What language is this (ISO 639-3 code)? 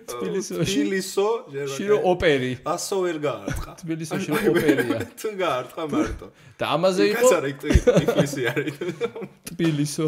kat